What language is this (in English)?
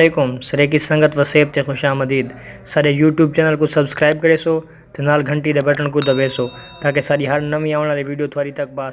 Saraiki